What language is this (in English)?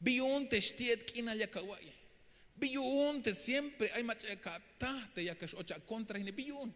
Tzeltal